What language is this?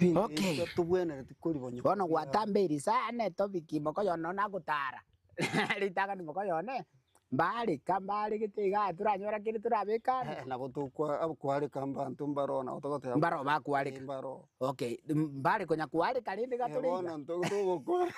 Gusii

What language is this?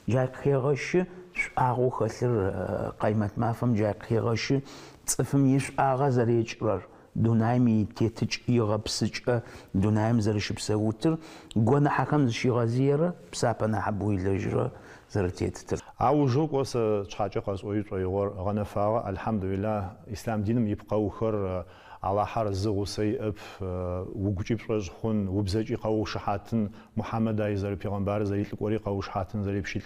Adyghe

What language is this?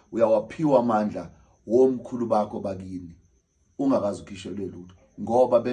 Zulu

